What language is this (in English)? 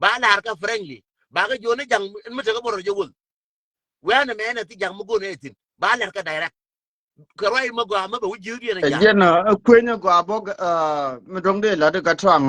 Nuer